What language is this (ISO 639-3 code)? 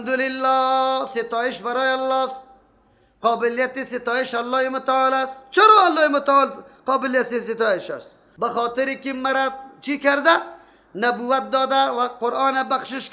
fas